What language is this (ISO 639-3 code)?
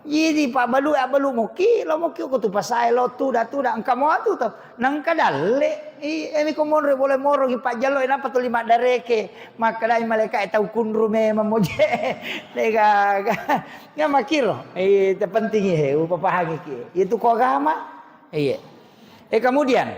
bug